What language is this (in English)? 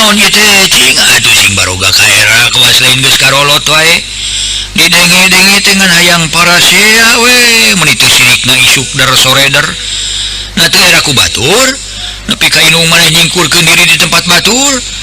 Sundanese